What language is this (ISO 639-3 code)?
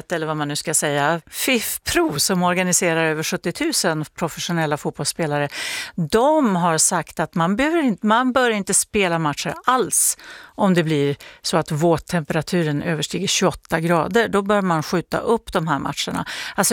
swe